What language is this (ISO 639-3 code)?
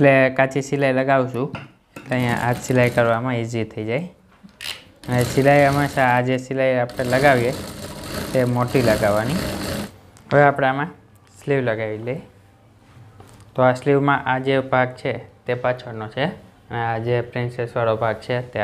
guj